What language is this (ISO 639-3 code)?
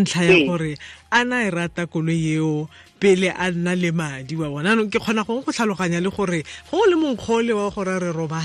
tsn